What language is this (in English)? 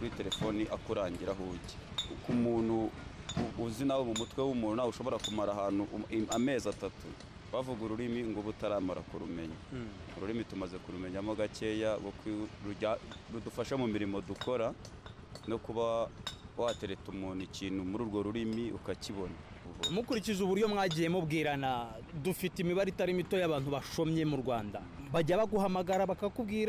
Kinyarwanda